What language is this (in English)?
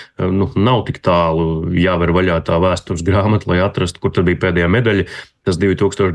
Latvian